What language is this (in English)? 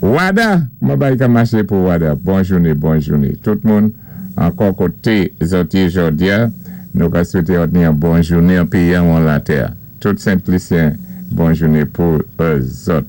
Saint Lucian Creole French